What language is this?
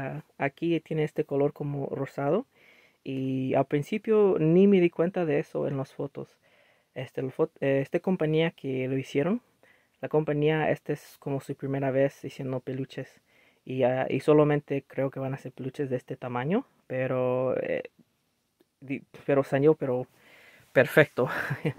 Spanish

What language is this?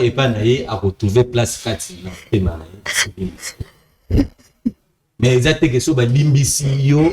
Lingala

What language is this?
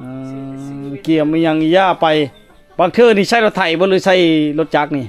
Lao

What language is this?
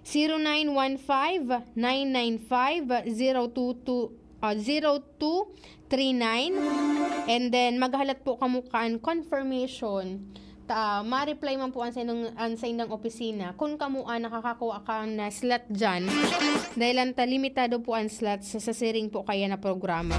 Bikol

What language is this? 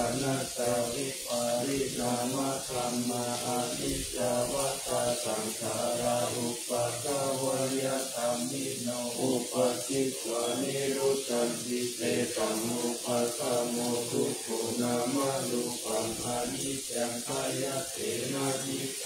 Pali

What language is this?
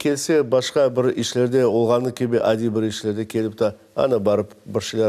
Crimean Tatar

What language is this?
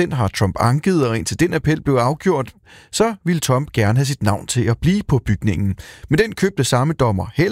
Danish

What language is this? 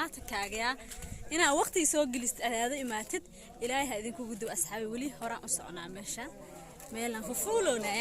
Somali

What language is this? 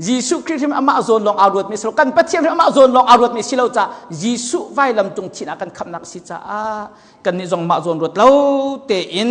Hakha Chin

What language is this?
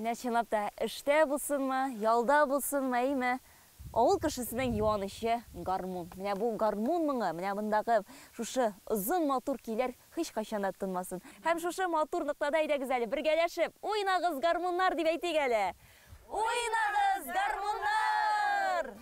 Tatar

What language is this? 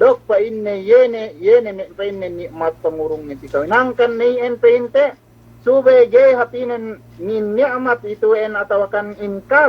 Yakan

